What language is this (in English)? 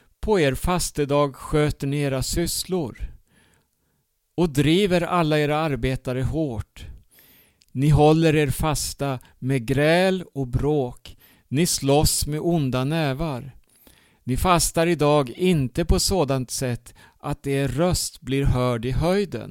Swedish